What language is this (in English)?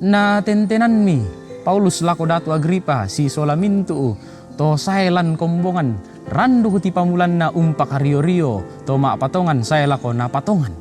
Toraja-Sa'dan